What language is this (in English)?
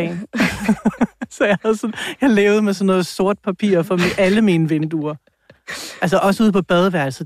Danish